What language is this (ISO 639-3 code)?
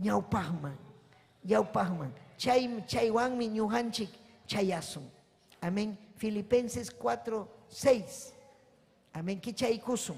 quy